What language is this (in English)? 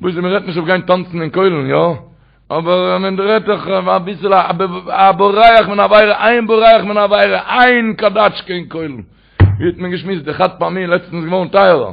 Yiddish